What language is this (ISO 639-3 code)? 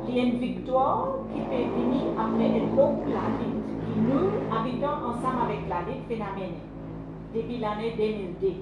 mfe